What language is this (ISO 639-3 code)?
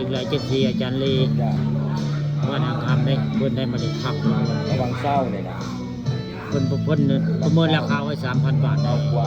tts